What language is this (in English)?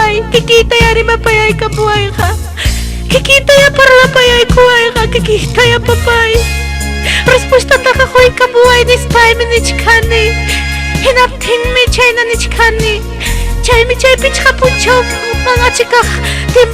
Ayacucho Quechua